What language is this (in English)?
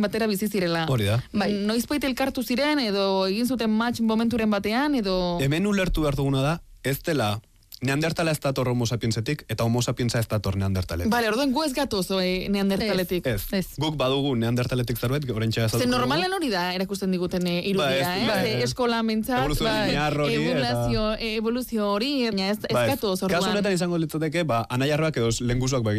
Basque